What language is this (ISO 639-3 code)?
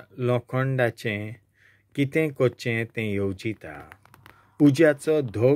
kok